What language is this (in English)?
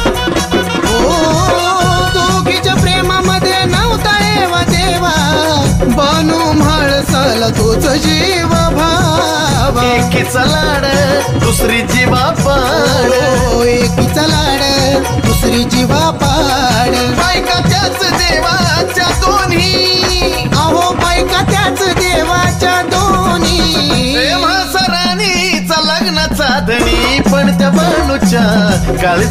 Marathi